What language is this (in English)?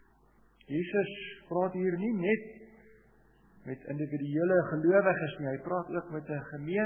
Afrikaans